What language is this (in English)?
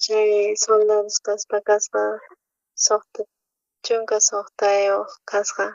South Bolivian Quechua